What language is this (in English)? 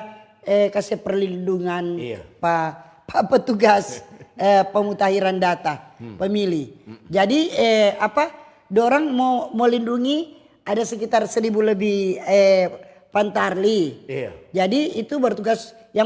Manado Malay